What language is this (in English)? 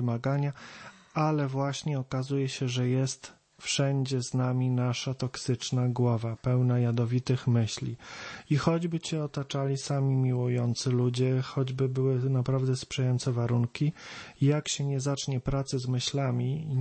Polish